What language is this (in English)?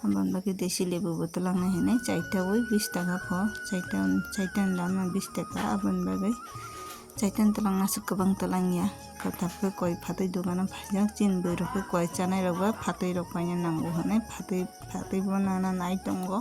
Kok Borok